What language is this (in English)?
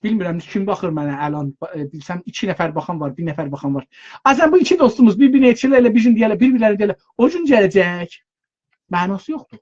South Azerbaijani